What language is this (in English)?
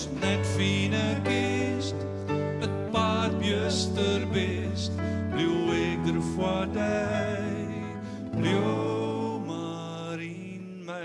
Western Frisian